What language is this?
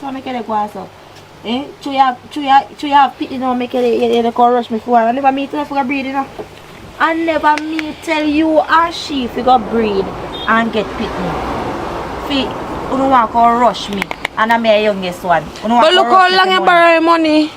Jamaican Creole English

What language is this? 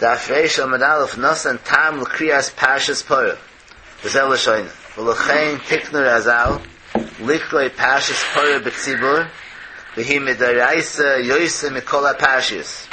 Yiddish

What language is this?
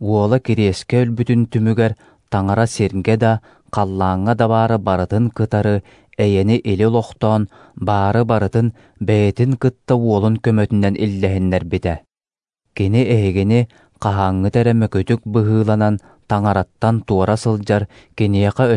Yakut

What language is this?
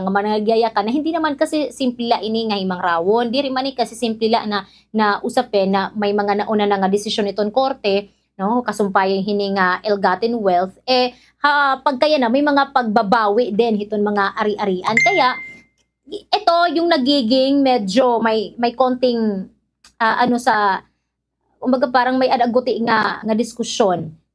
Waray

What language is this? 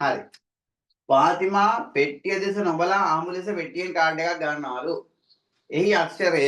Sinhala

